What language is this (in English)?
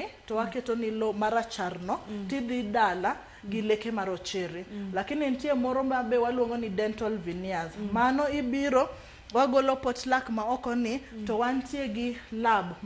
Luo (Kenya and Tanzania)